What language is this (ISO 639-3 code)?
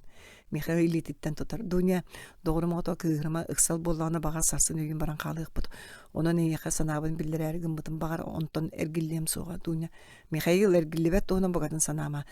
sah